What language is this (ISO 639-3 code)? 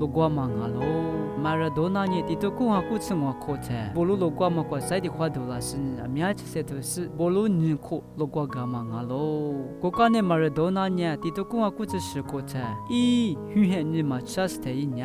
lis